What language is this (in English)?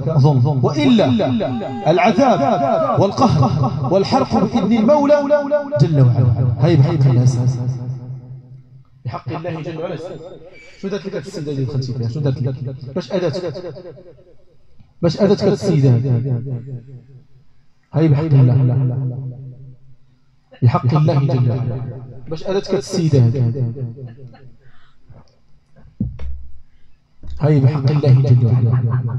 Moroccan Arabic